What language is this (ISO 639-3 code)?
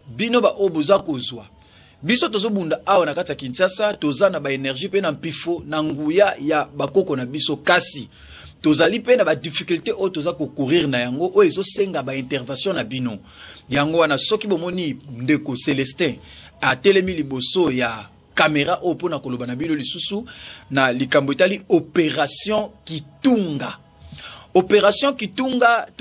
lin